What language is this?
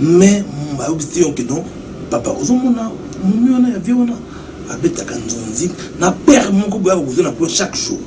Lingala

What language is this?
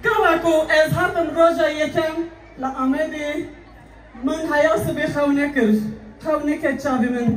Kurdish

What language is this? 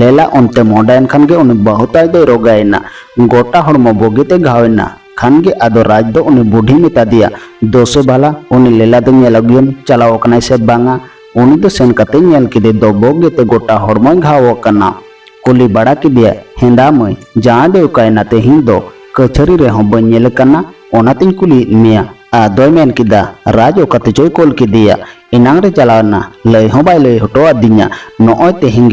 Santali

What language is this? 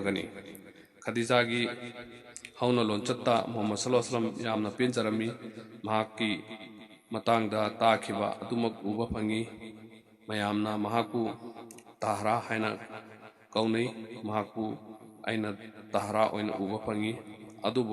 Manipuri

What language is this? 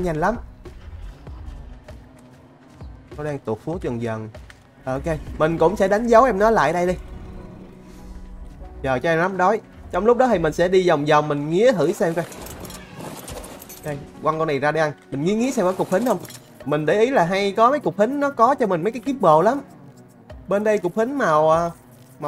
Vietnamese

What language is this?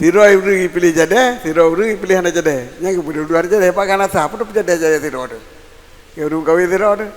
Achinese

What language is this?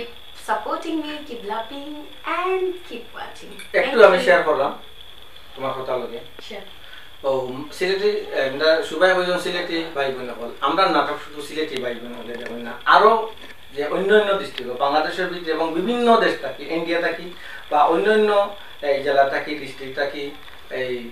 Sylheti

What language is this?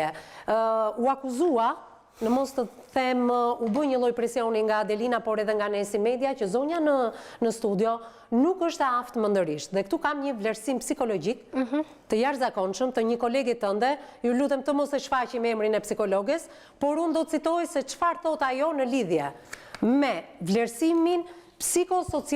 Albanian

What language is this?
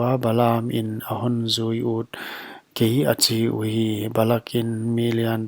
Paite Chin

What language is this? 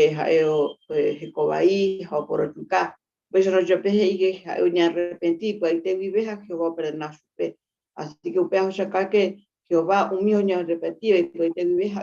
Guarani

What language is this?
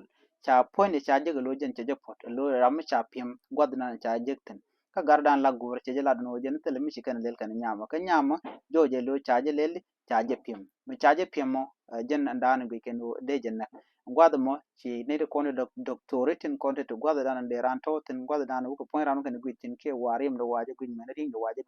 Nuer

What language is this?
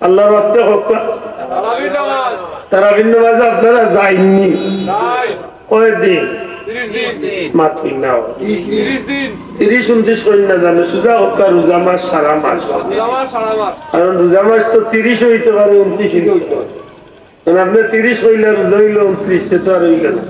Sylheti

